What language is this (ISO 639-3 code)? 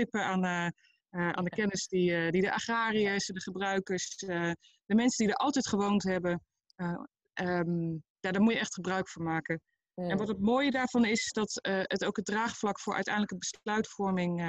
nld